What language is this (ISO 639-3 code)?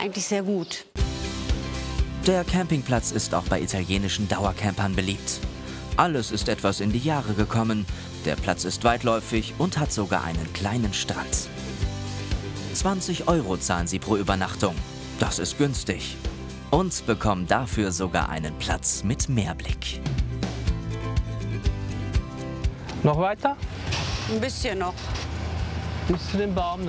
deu